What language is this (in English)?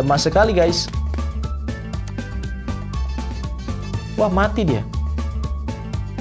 Indonesian